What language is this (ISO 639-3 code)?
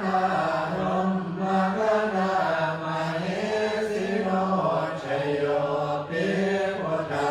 pli